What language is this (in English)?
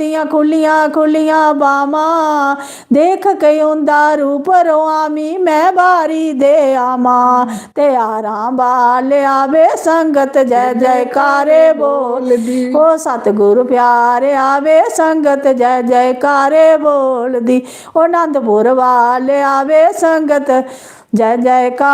Dogri